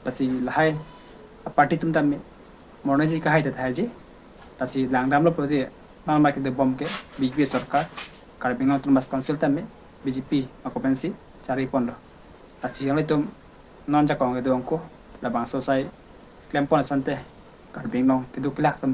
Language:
Karbi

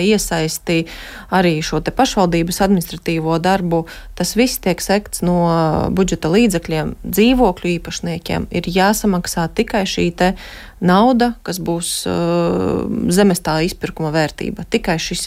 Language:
Latvian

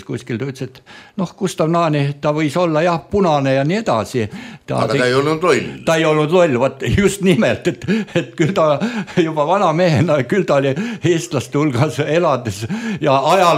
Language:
Estonian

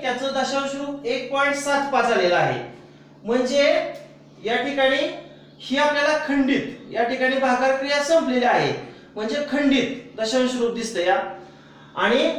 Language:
Marathi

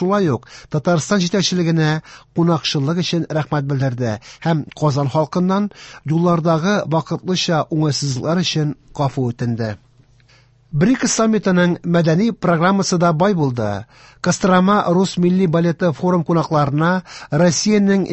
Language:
Tatar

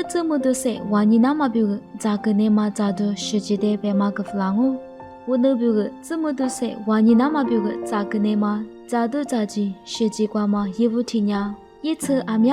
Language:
Lisu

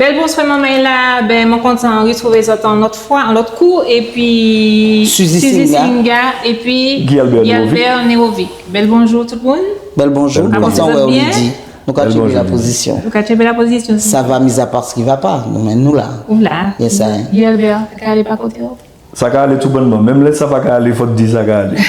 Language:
Guadeloupean Creole French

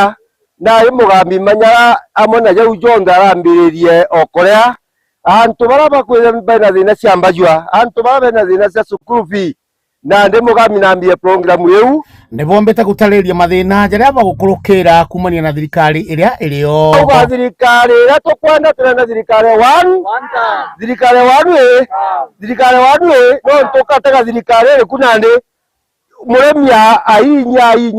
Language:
Meru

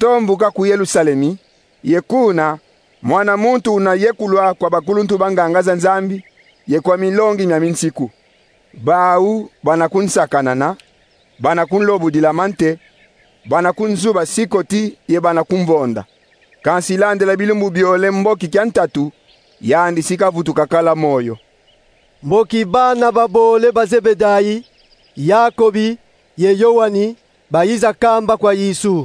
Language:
Kongo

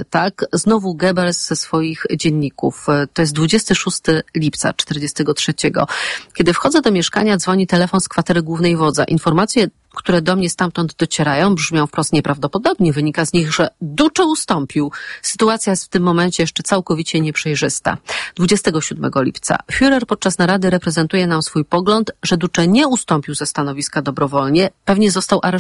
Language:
Polish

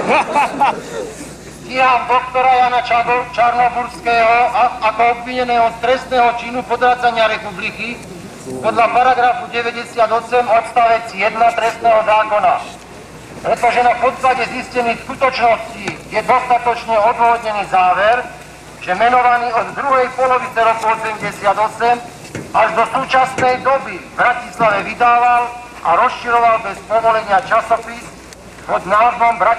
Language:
Slovak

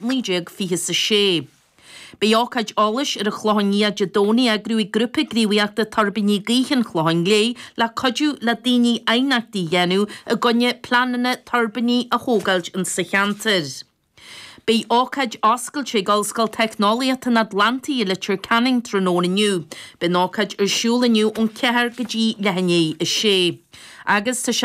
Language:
Irish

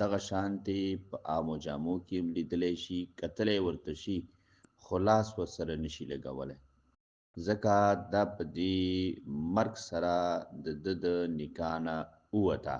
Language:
Pashto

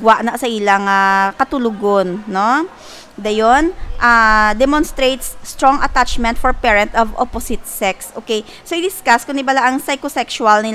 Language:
Hiligaynon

